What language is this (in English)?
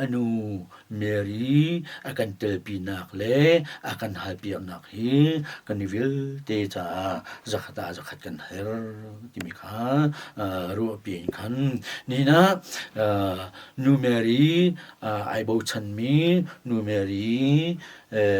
Hakha Chin